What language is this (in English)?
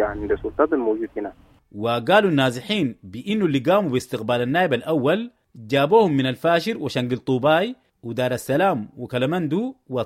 Sudanese Arabic